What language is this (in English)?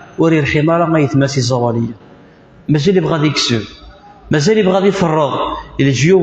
Kabyle